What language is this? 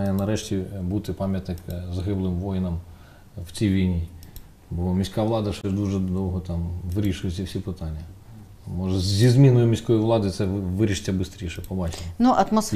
Ukrainian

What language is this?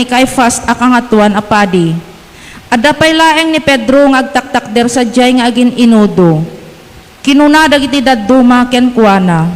Iloko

